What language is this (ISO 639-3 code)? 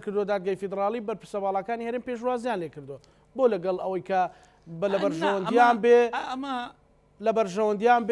ckb